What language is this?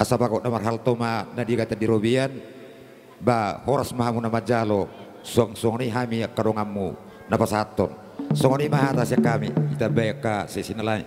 Batak Toba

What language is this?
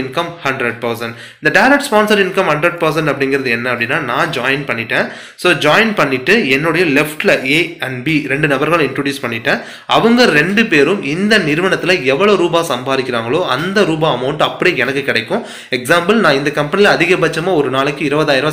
Tamil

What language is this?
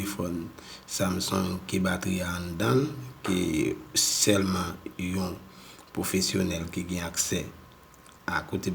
Haitian Creole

